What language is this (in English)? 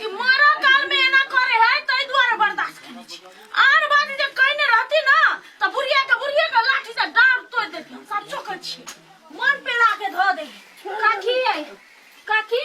Maithili